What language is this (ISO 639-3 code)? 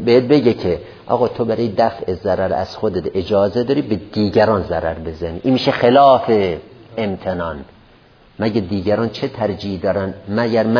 fas